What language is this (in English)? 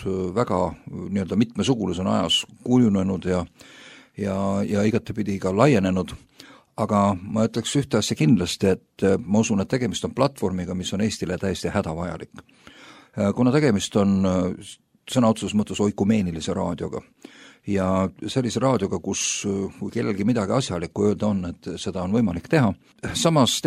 Estonian